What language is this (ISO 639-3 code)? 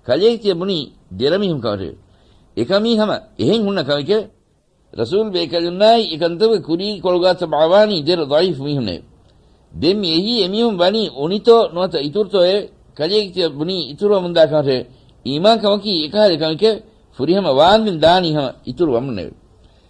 div